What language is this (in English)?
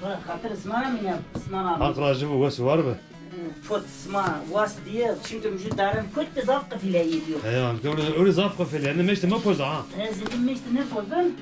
Zaza